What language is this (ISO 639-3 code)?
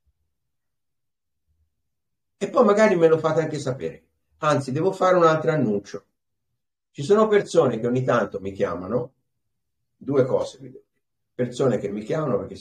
ita